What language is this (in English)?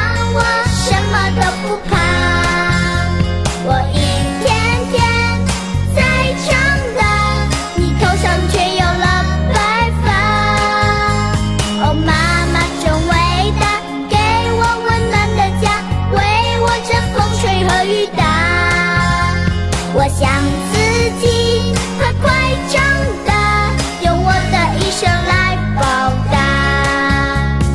Chinese